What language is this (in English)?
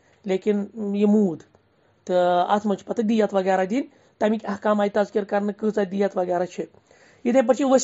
Kashmiri